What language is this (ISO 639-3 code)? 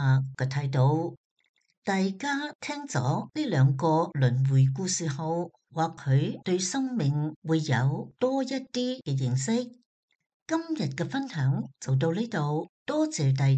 yue